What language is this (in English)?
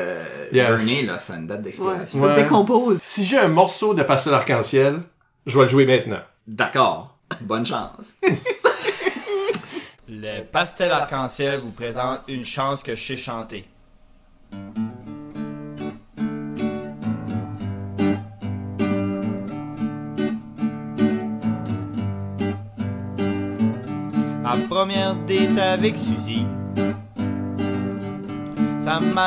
French